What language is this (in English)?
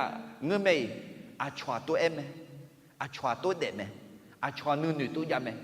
Akha